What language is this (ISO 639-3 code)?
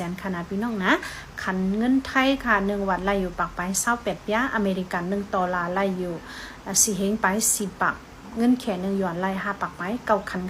shn